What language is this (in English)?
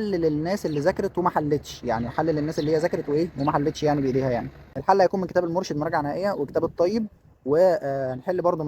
Egyptian Arabic